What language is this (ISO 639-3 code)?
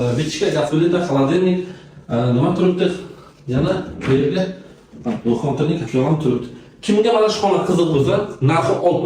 uzb